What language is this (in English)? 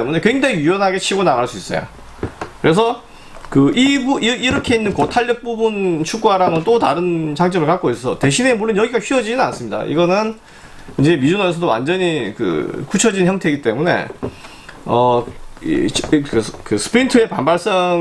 Korean